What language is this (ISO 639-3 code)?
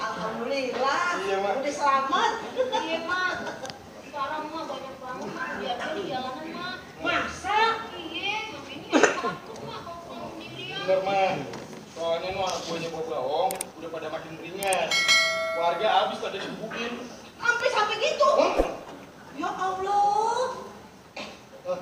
bew